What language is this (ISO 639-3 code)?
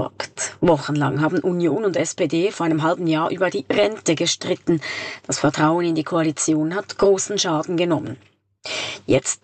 deu